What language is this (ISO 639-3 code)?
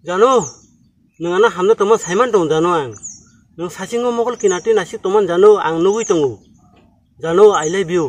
trp